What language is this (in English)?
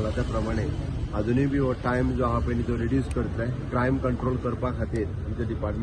Konkani